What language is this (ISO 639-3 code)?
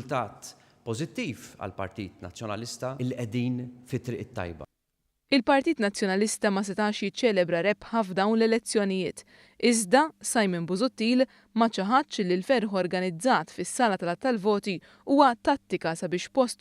mlt